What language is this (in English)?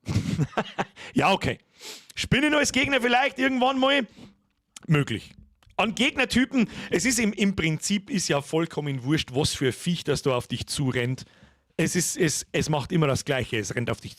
Bavarian